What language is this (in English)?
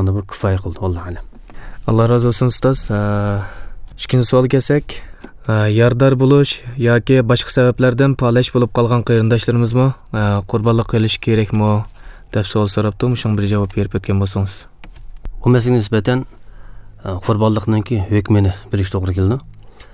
Uyghur